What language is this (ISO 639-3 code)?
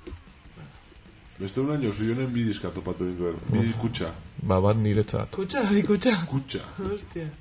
eus